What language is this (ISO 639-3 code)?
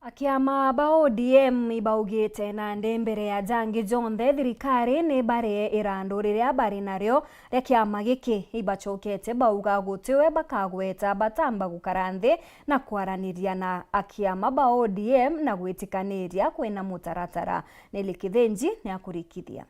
mer